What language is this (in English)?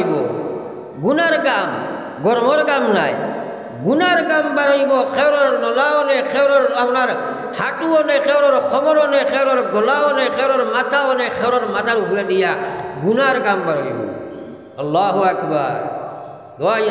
Sylheti